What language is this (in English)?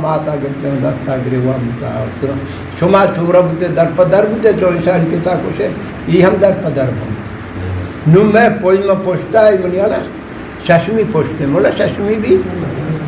Eastern Balochi